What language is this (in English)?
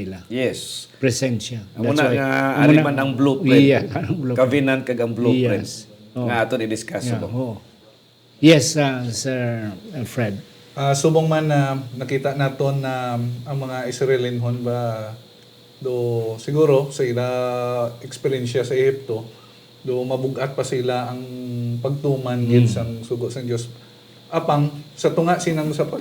Hiligaynon